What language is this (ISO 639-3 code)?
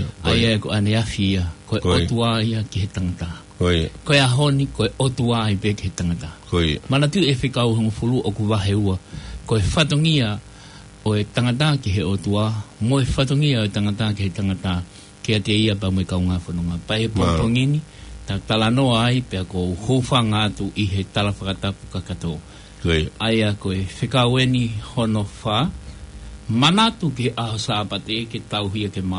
ton